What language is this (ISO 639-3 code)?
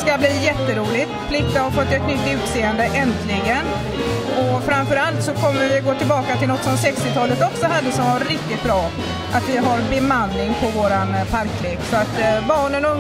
swe